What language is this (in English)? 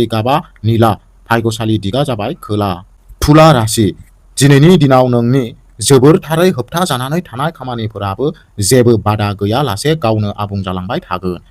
Bodo